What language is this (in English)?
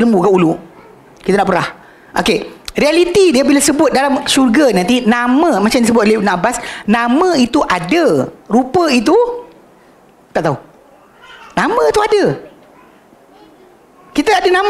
Malay